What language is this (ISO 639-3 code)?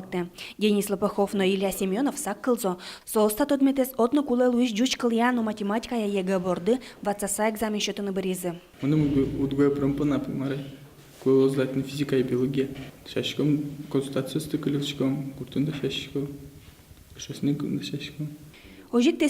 udm